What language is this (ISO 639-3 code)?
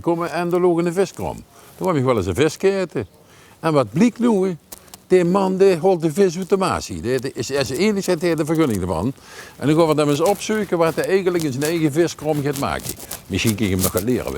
lim